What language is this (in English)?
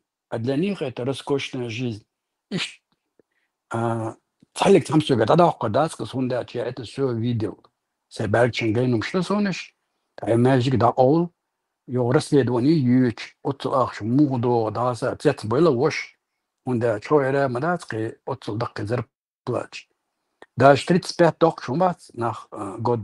Chechen